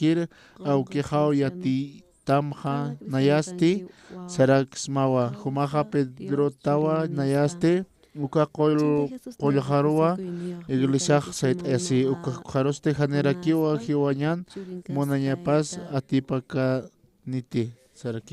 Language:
Aymara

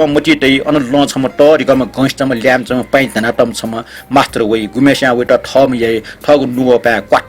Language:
Newari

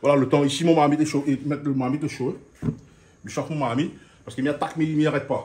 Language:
Réunion Creole French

